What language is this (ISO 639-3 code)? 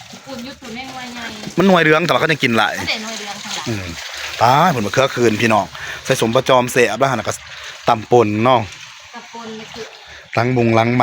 tts